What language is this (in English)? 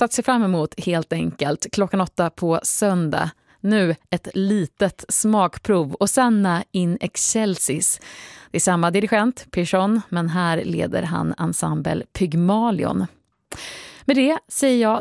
Swedish